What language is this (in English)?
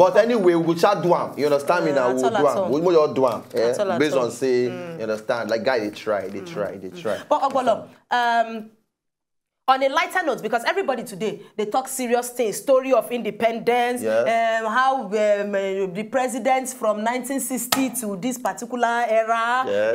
Nigerian Pidgin